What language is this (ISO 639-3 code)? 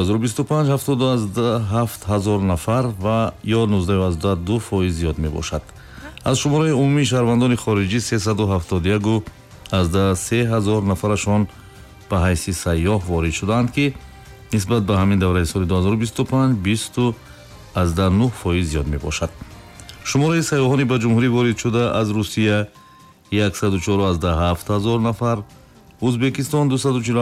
tgk